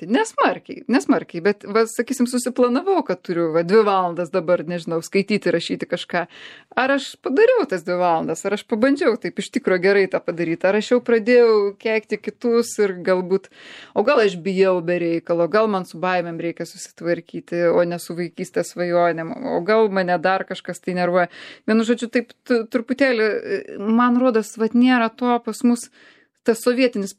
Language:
Lithuanian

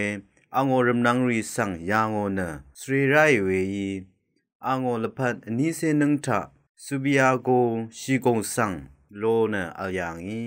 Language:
Rawang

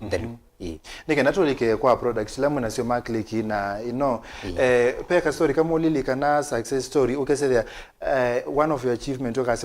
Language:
Kamba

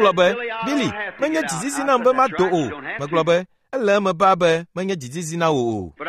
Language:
Ewe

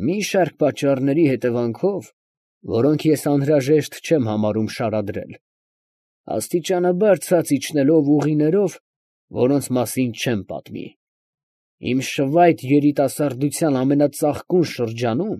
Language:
Armenian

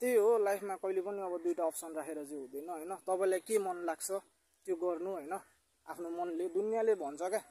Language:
Nepali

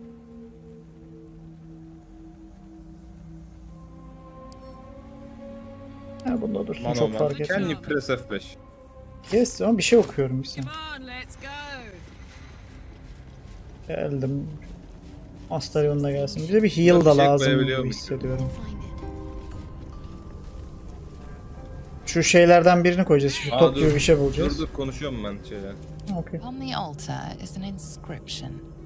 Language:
Turkish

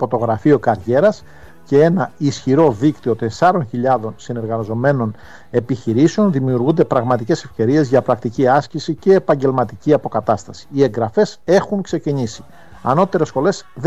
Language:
Greek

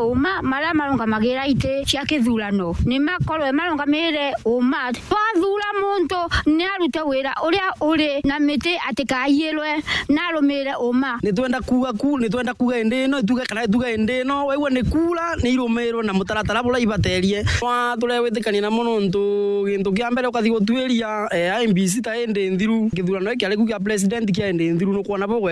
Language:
Meru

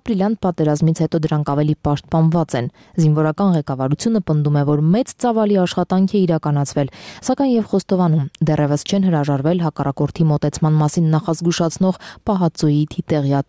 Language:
Armenian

